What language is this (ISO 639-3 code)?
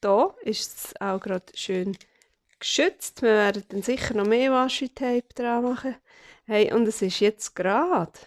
gsw